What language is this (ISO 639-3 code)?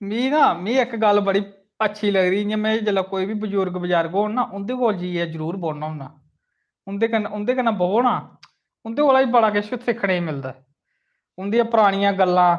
doi